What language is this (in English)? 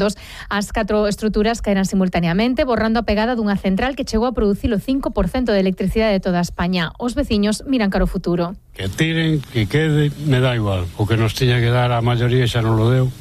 Galician